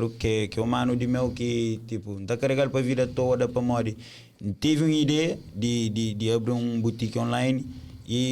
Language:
Kabuverdianu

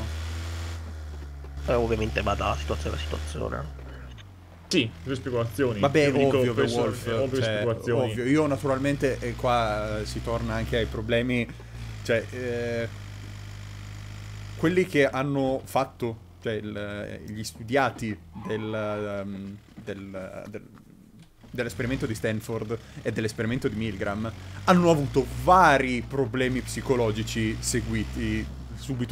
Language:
Italian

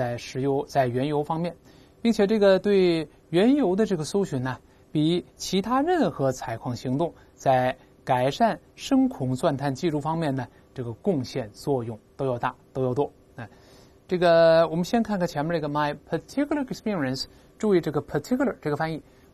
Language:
Chinese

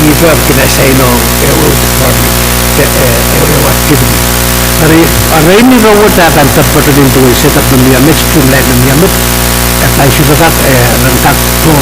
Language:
Pohnpeian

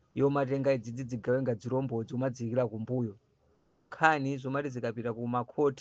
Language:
Nyanja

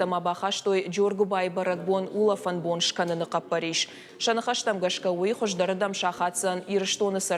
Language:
Ossetic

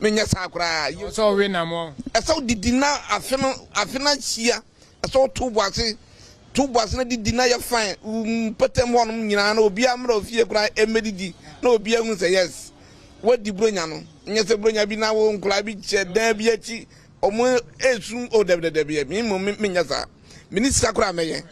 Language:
Akan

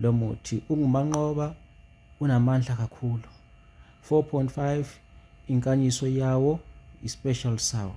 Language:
Zulu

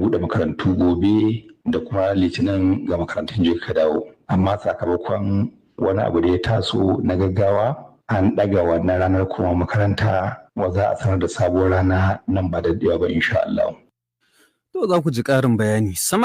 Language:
Hausa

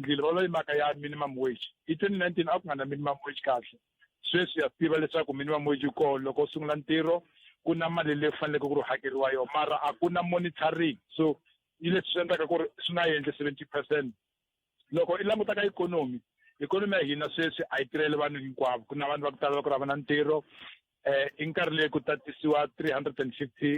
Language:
Tsonga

